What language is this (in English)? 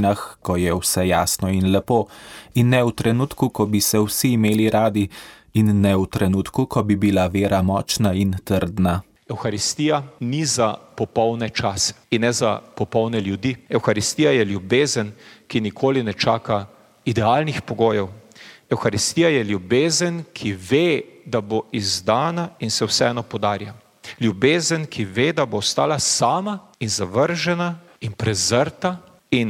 Slovenian